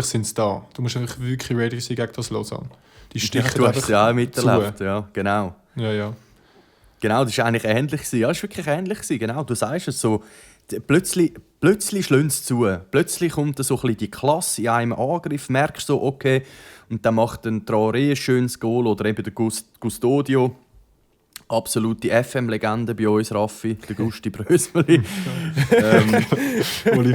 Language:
Swiss German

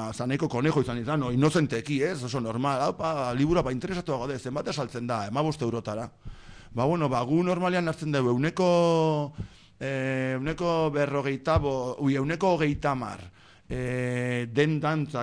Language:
Basque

